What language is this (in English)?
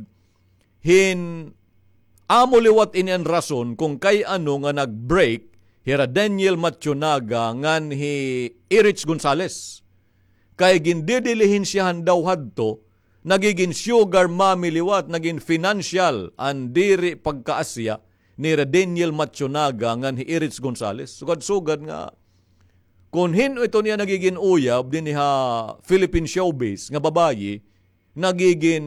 Waray